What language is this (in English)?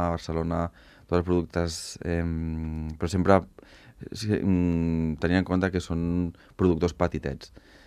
Catalan